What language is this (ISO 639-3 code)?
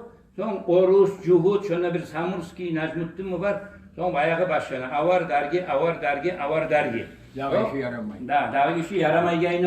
kum